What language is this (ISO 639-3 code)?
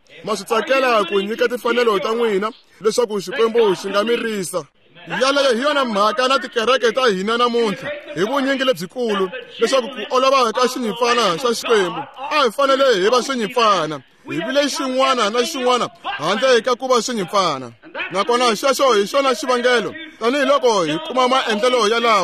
tso